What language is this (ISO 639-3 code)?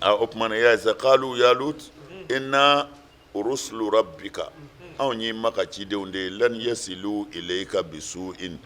bam